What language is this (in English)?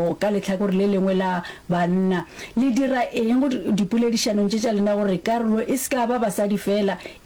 Northern Sotho